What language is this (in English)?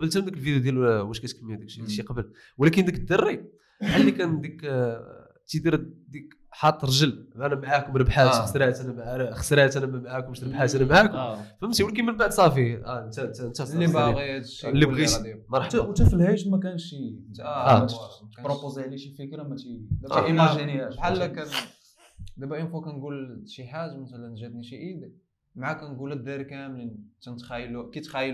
Moroccan Arabic